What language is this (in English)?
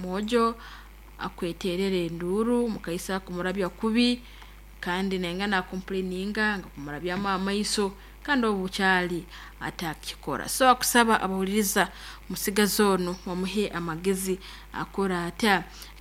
Nyoro